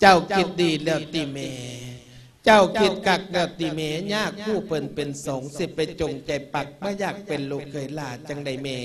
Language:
Lao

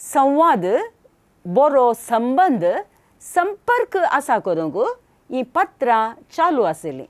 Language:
Konkani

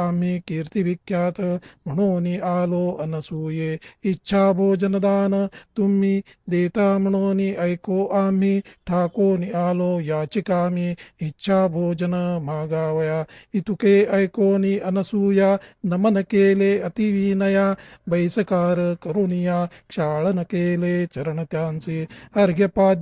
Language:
Marathi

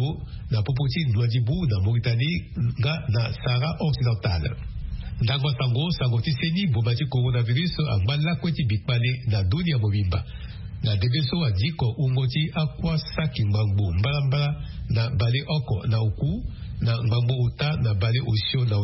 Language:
Sango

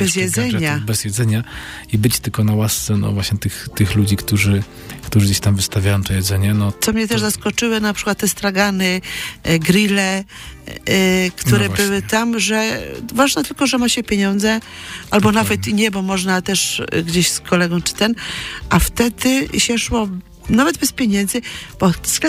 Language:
Polish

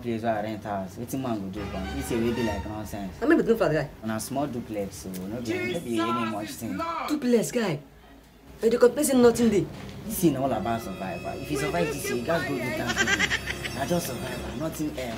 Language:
Nigerian Pidgin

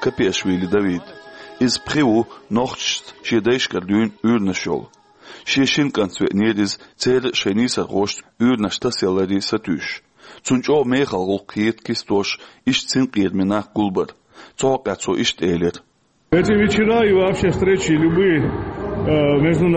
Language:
Chechen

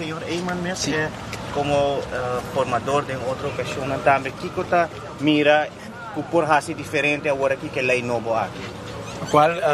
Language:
Papiamento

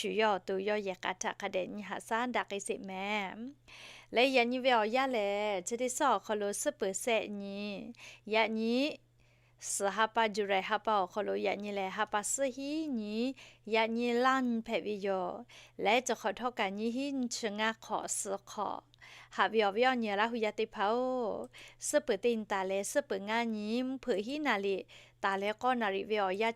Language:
Lahu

